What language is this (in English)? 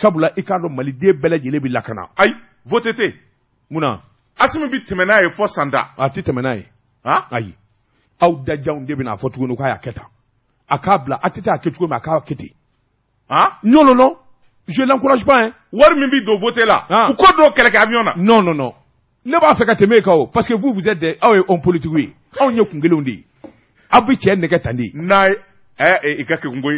Bambara